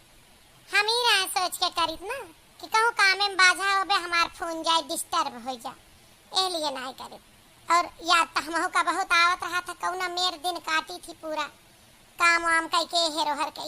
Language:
Awadhi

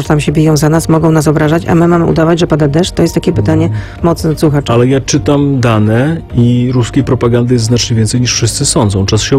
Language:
Polish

